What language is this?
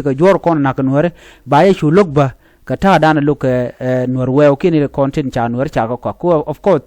Nuer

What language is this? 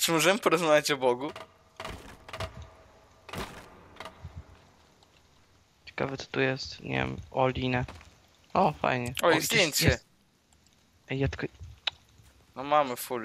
Polish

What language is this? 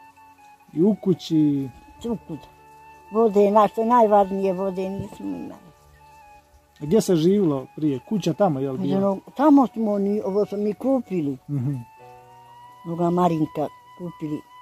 Bosnian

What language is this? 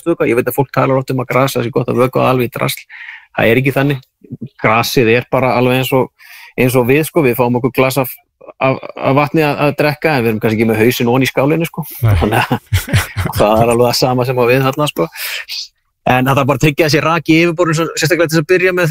Icelandic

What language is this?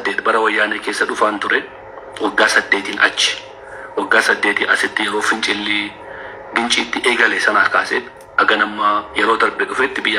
Oromo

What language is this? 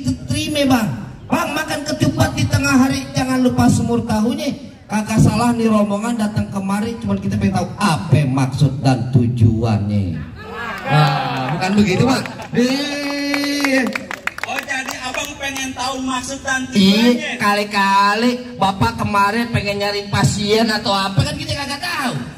Betawi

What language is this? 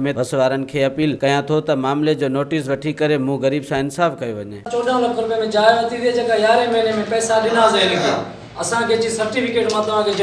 Sindhi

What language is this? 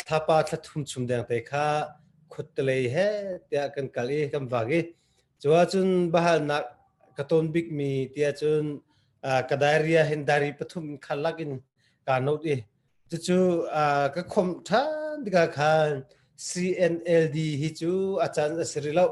Hakha Chin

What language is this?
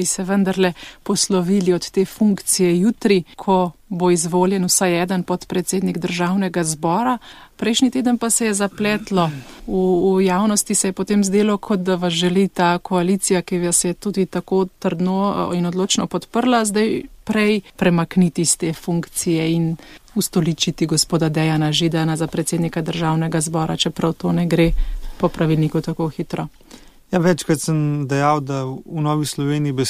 Slovenian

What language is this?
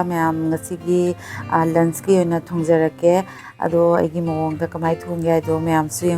Manipuri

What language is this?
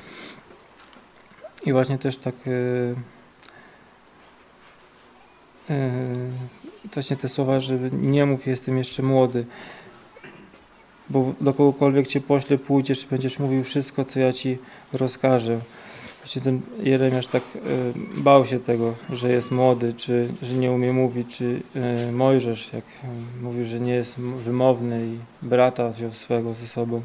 Polish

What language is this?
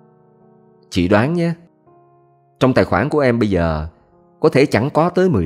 Vietnamese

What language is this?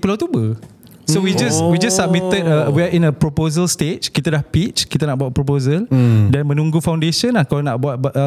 Malay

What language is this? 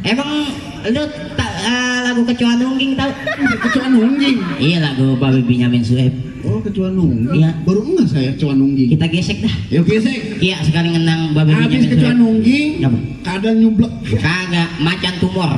Betawi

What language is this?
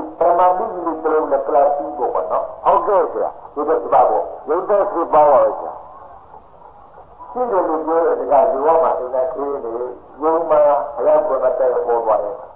Burmese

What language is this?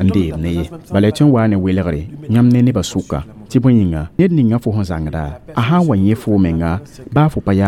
Mossi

